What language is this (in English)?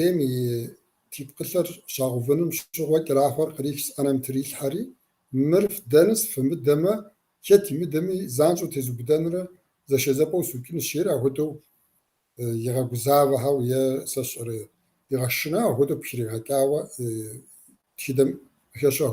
Kabardian